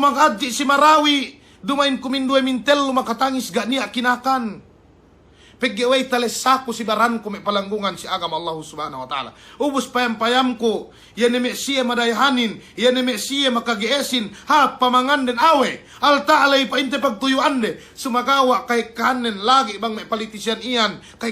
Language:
Yakan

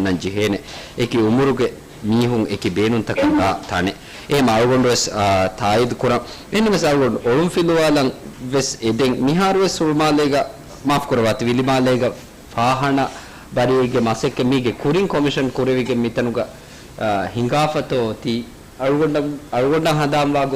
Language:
Divehi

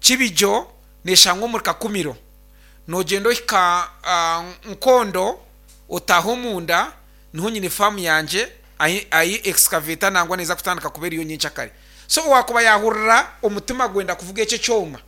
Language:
Nyankole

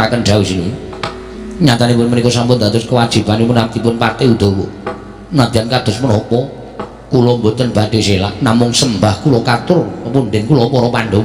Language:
Javanese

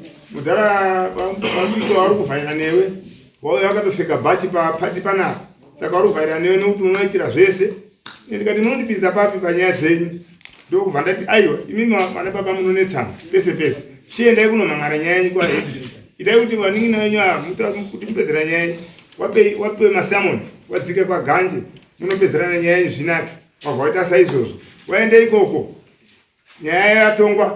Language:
Shona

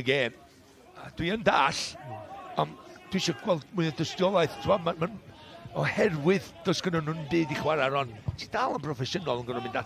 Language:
Welsh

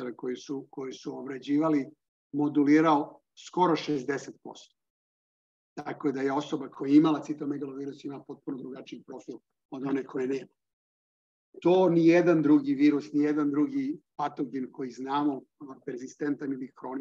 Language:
Serbian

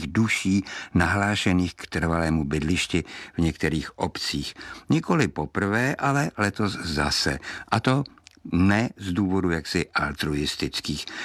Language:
Czech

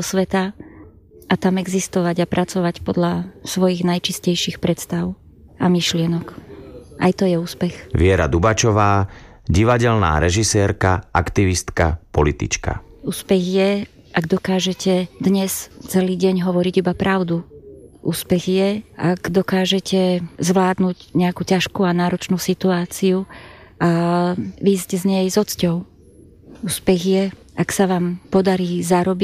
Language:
Slovak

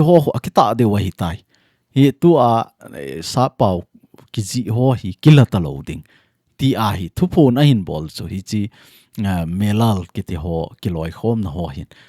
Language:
Thado Chin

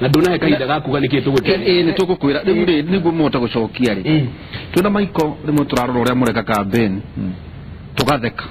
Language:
Kikuyu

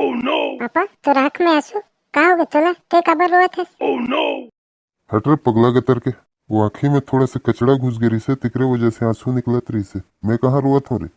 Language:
Chhattisgarhi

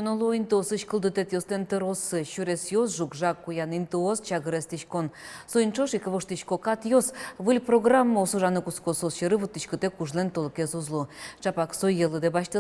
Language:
Udmurt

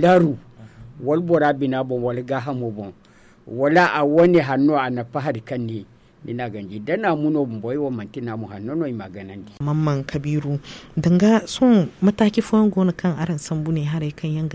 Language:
Zarma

